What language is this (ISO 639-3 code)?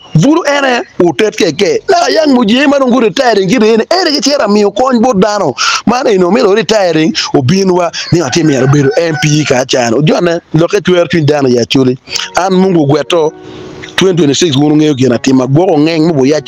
ach